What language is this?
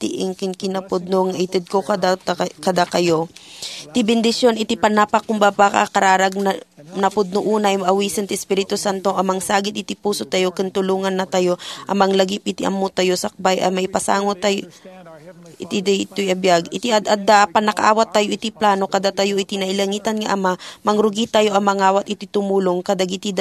Iloko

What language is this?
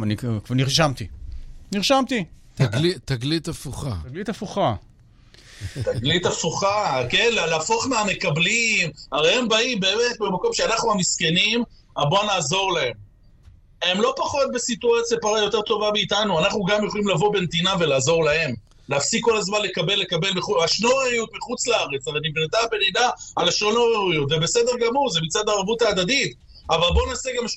Hebrew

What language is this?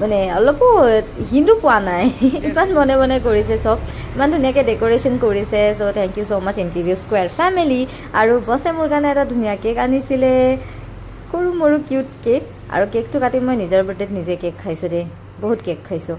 Assamese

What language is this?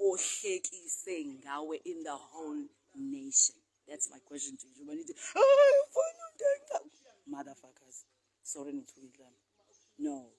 Zulu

